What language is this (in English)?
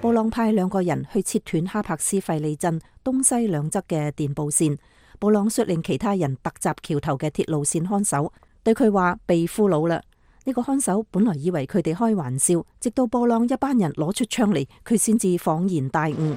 Cantonese